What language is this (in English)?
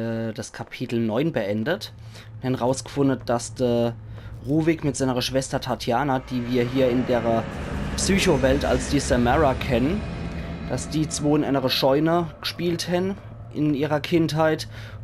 Palatine German